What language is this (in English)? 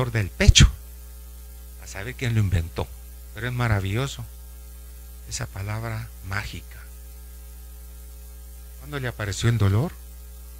Spanish